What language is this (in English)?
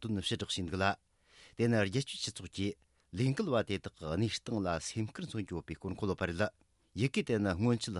Tibetan